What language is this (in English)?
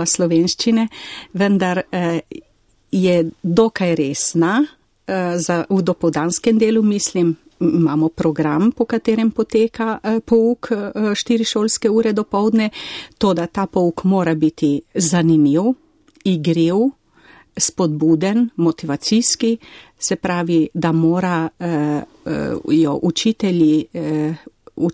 Slovenian